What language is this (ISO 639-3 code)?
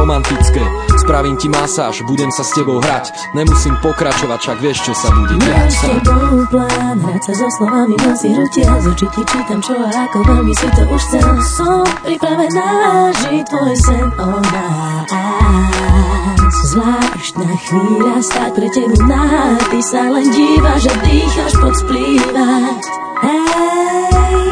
slk